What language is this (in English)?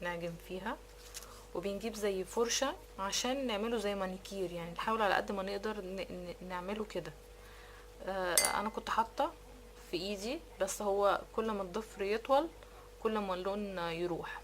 Egyptian Arabic